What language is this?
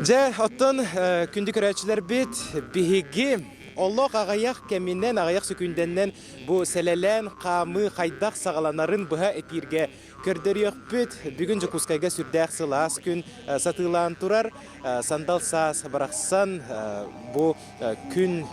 Yakut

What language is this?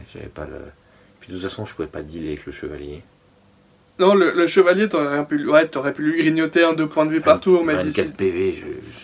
French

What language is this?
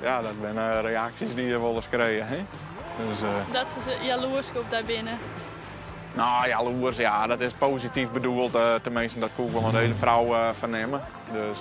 Western Frisian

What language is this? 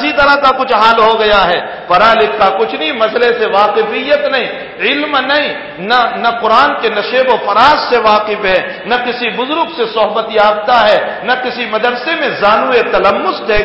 Urdu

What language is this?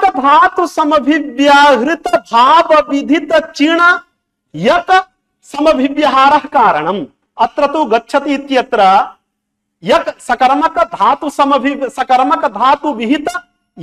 Sanskrit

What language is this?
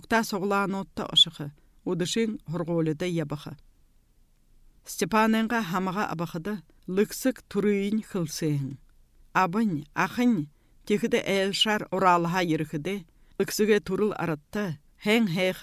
Buriat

